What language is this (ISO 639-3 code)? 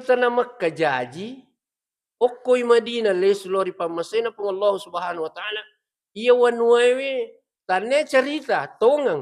bug